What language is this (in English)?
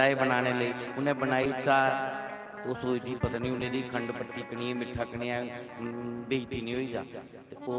Dogri